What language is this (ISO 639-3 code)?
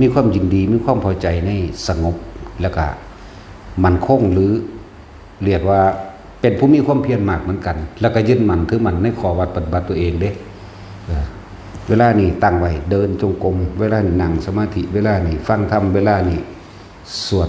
tts